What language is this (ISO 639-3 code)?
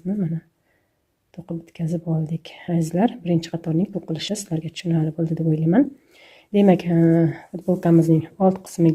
uzb